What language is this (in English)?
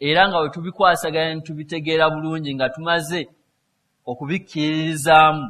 Ganda